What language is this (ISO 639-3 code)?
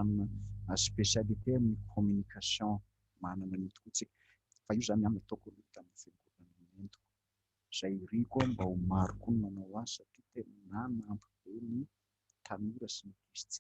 mlg